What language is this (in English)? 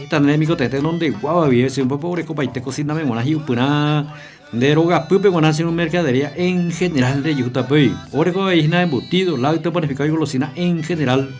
Guarani